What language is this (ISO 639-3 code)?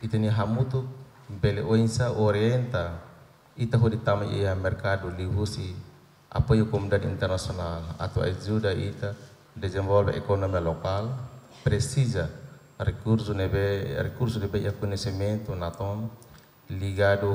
tet